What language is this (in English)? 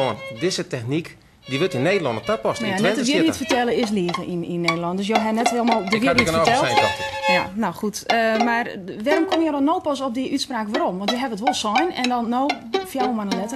Western Frisian